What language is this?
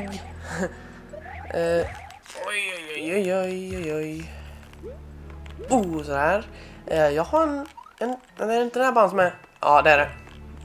Swedish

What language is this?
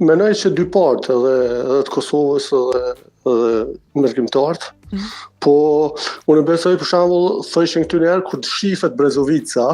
Albanian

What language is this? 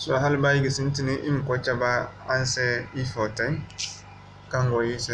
Zarma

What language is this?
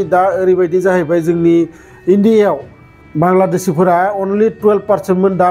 Bodo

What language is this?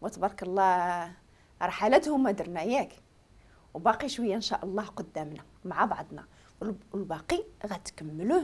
Moroccan Arabic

